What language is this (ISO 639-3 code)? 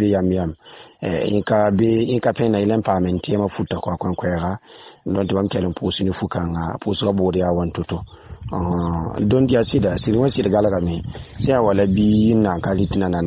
mos